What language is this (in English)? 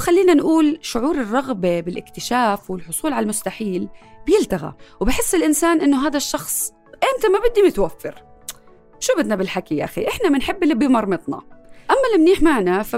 North Levantine Arabic